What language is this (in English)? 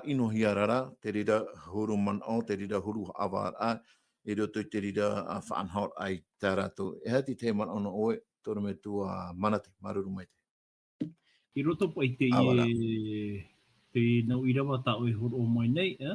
Tahitian